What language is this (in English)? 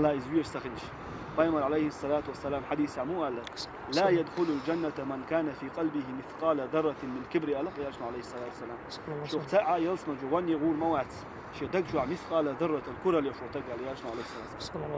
Chechen